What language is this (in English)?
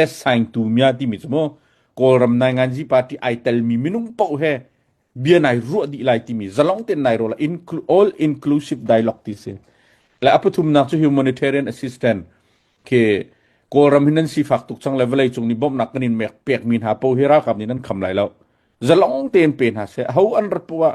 Hakha Chin